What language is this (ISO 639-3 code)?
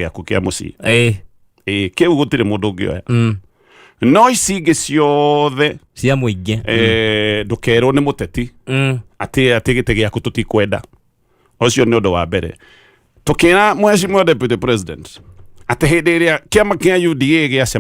kik